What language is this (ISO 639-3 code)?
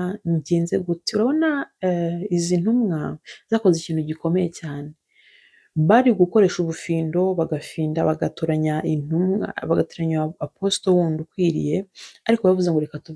kin